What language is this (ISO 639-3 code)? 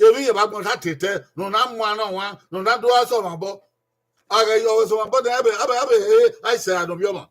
bin